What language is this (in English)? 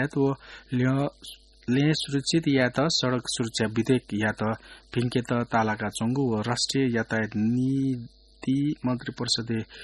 Newari